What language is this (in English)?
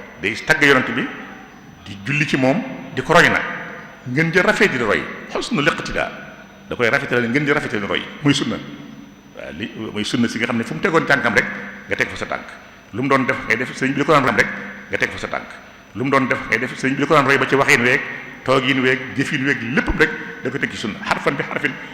Wolof